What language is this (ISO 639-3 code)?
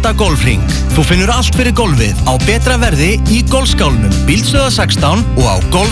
isl